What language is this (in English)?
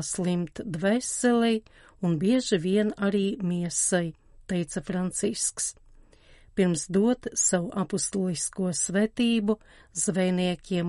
Latvian